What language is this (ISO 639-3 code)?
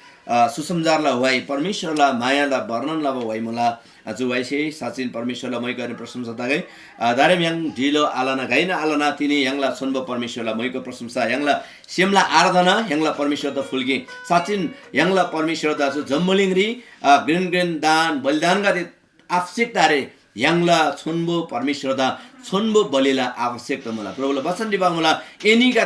taj